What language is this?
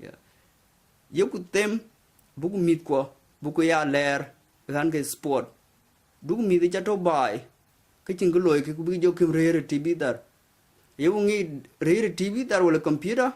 Dinka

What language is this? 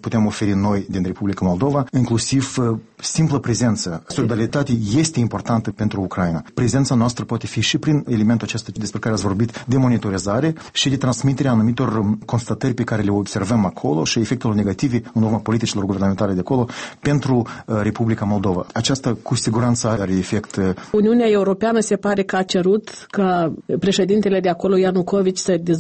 Romanian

